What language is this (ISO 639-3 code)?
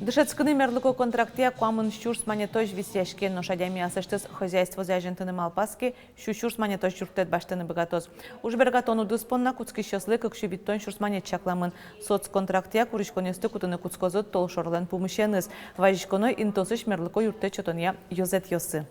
udm